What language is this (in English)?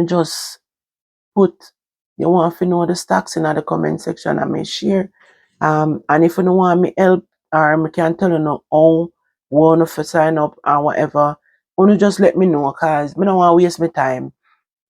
Jamaican Creole English